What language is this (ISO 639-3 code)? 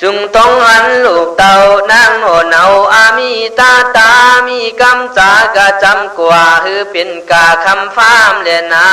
kkh